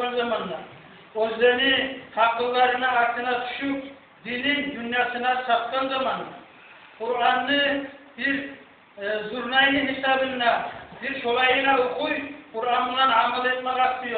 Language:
Kumyk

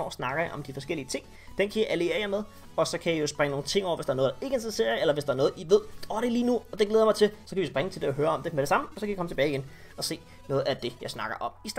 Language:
Danish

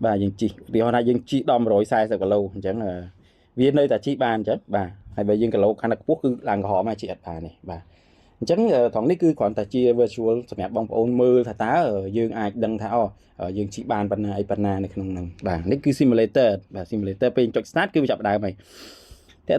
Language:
Khmer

